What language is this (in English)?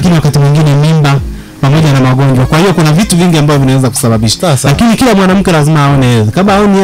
Swahili